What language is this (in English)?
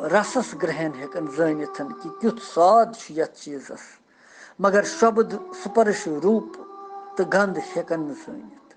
Kashmiri